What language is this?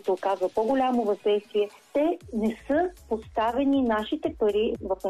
Bulgarian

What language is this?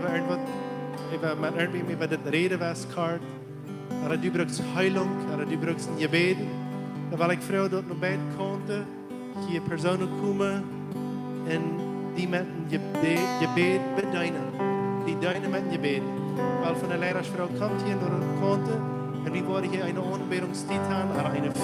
Plautdietsch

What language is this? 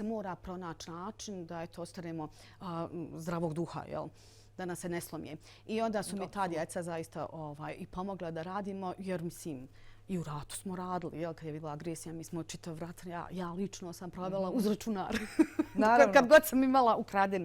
Bosnian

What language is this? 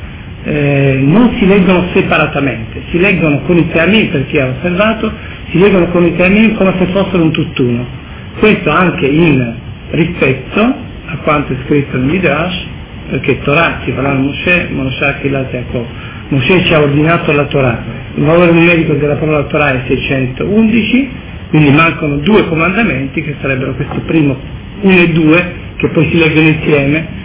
Italian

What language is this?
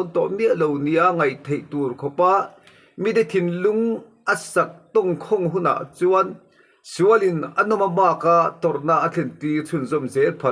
Mizo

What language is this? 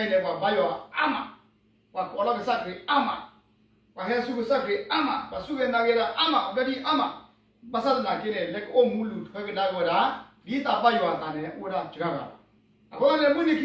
S'gaw Karen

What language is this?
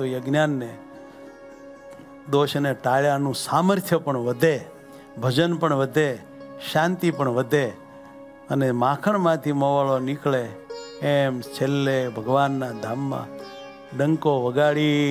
Gujarati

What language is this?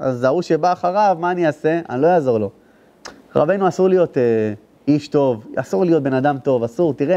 Hebrew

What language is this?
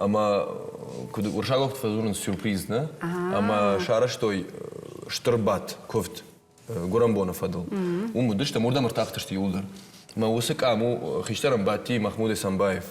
Ossetic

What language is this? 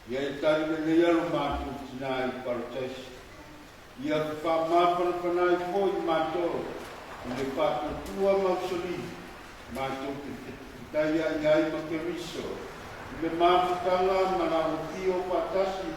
Samoan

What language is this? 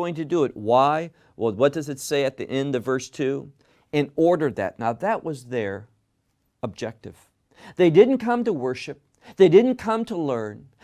English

